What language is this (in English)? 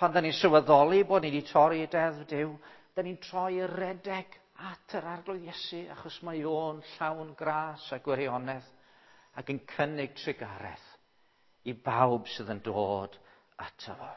Welsh